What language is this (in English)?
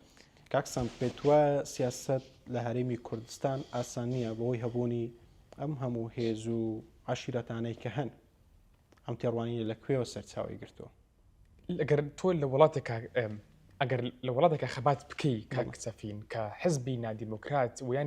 Central Kurdish